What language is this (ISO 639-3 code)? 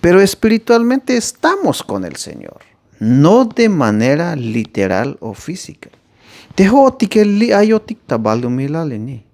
tzh